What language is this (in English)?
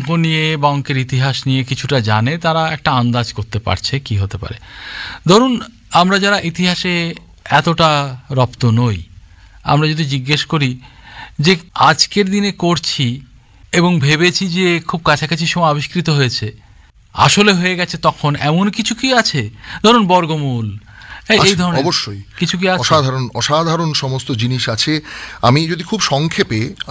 Bangla